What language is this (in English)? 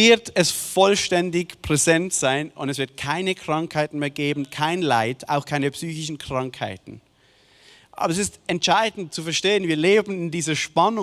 Swiss German